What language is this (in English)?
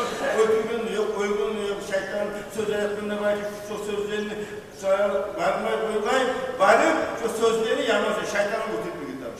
Kumyk